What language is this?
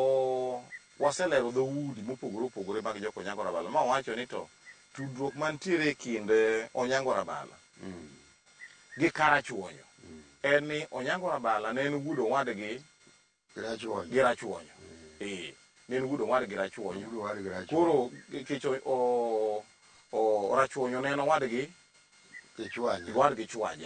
Luo (Kenya and Tanzania)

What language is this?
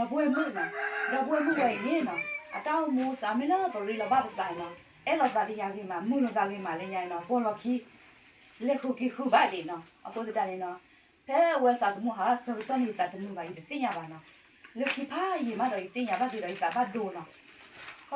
S'gaw Karen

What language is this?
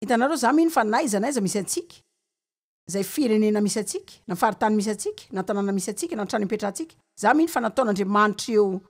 Malagasy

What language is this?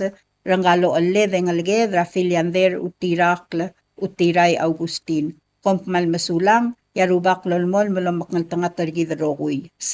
Palauan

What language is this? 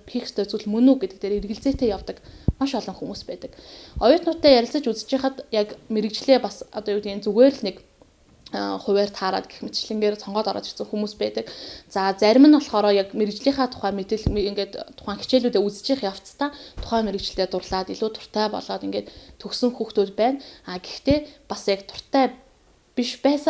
Mongolian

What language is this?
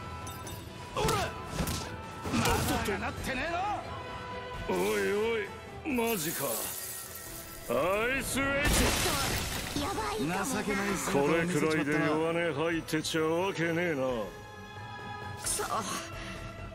Japanese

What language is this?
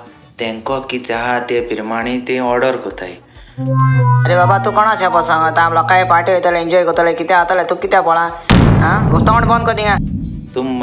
Konkani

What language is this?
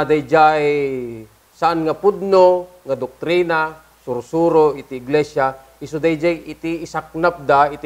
Iloko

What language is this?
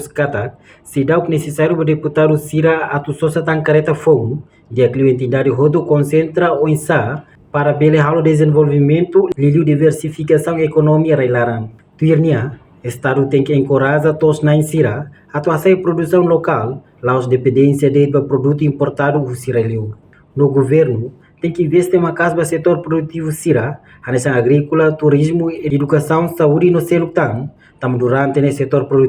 Tetum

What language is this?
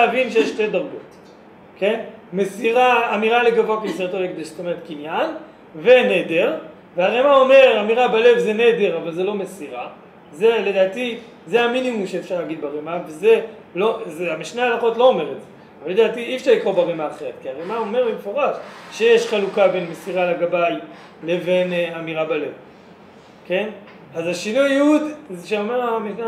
Hebrew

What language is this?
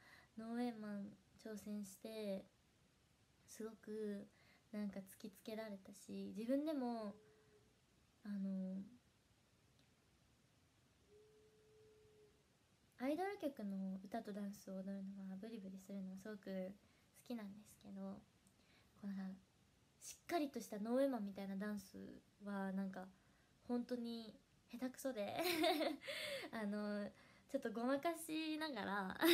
Japanese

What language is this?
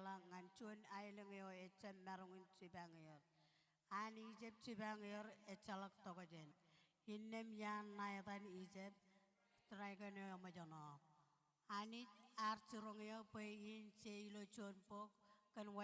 Marshallese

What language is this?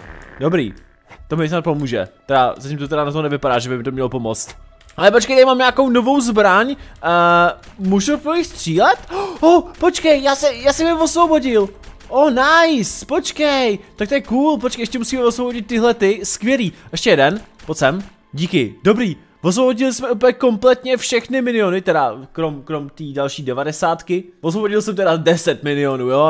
Czech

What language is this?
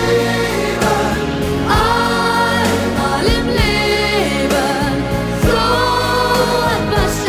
German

